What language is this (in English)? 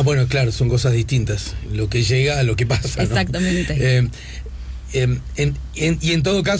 Spanish